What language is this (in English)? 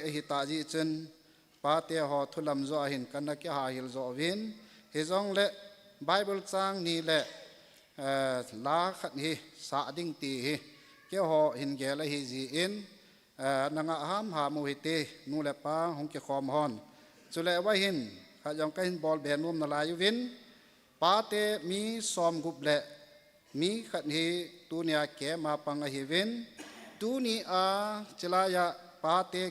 Thado Chin